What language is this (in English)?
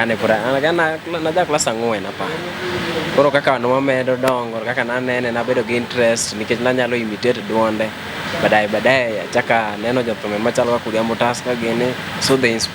Luo (Kenya and Tanzania)